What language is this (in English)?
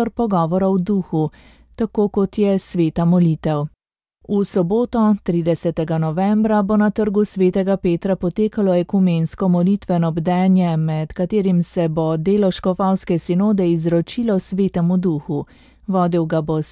Slovenian